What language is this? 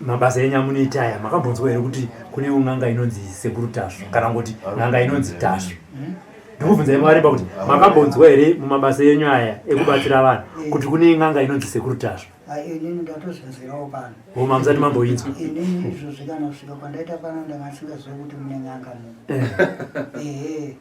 Shona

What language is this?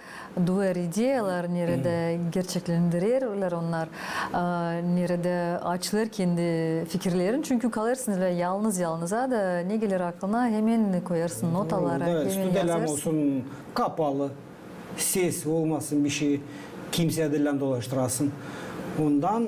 Gagauz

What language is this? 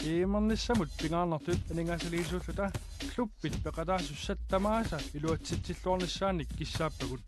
Kalaallisut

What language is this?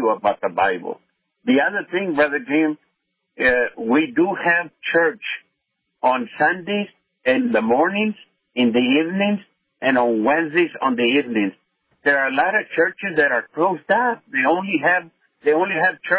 English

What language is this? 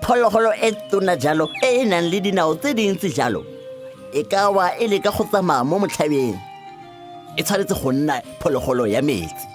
Tswana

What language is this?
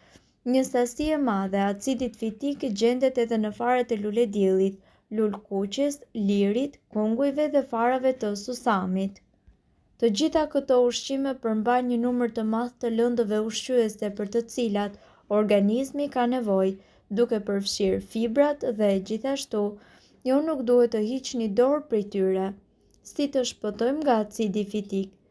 Albanian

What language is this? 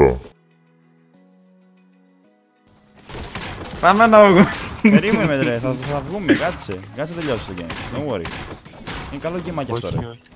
Greek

